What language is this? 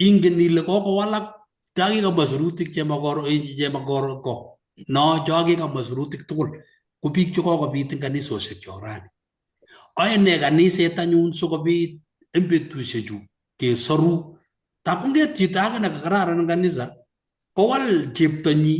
Kalenjin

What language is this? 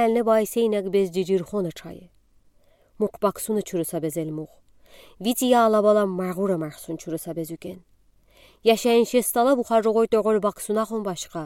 Udi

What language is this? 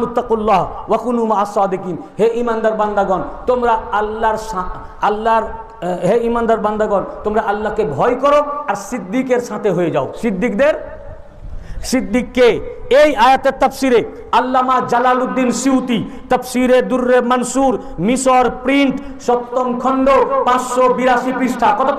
Bangla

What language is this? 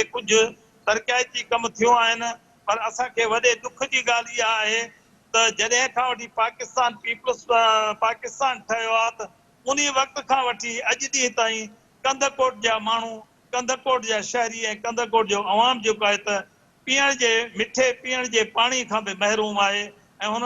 Sindhi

